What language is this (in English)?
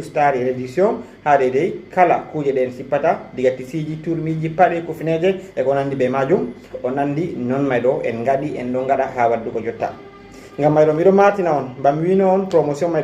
Fula